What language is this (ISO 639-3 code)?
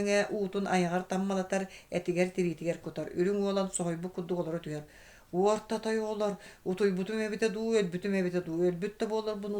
sah